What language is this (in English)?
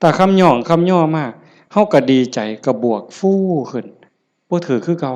Northeastern Thai